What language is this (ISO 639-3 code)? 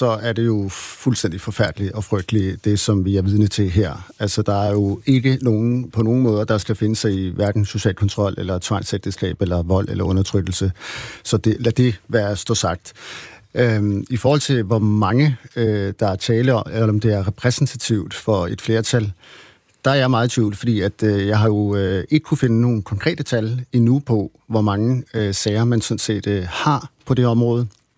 dan